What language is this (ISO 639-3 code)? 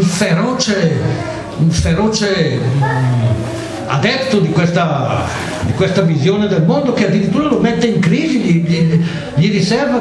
ita